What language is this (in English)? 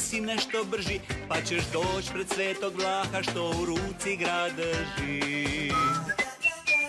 Croatian